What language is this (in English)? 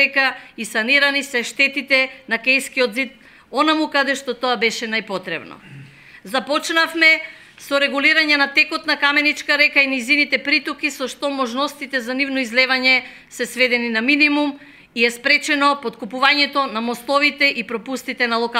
Macedonian